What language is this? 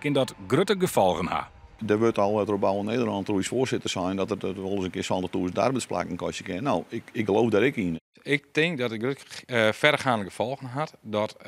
Western Frisian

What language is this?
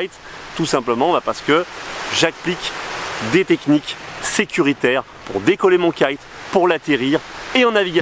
French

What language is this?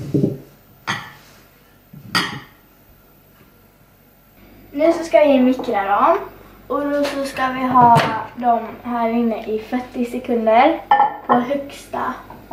Swedish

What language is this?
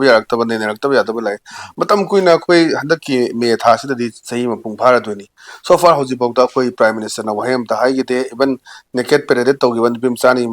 Manipuri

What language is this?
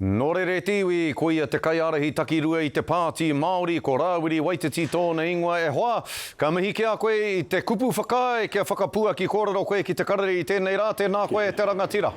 Māori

